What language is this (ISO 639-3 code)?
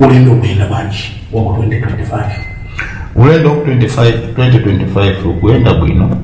nya